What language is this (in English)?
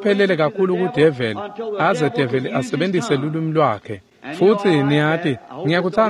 Swati